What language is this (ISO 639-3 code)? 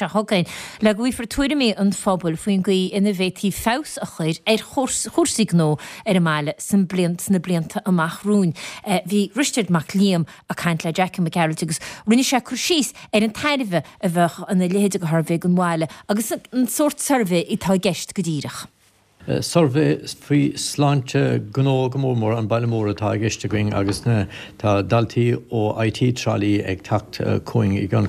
gle